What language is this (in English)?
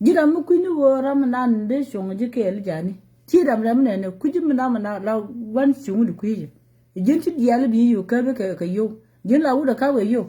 Nuer